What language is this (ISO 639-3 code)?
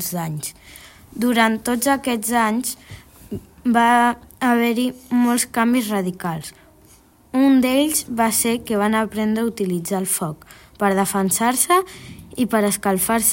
cat